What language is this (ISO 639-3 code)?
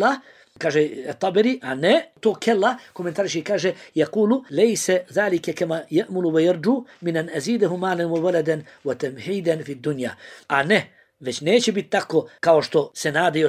bos